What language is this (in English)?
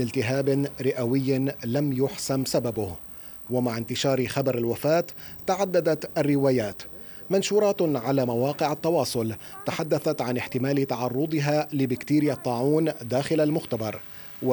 Arabic